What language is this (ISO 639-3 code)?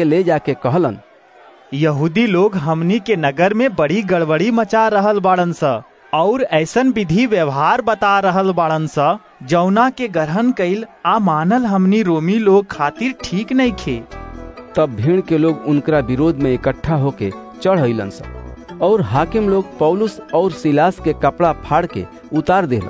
bho